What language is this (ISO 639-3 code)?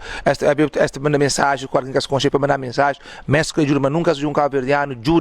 kea